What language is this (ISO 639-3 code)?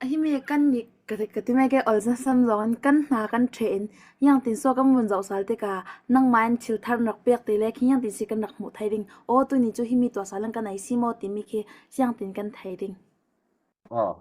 cfm